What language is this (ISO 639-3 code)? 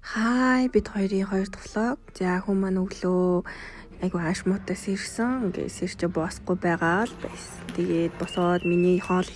mon